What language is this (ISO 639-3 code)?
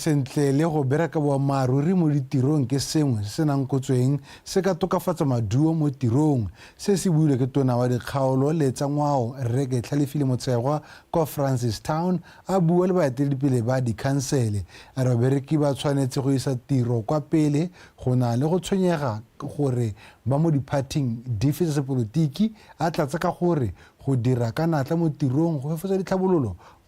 tsn